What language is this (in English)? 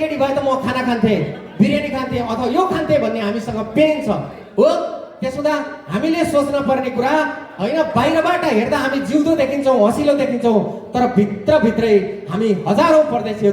Nepali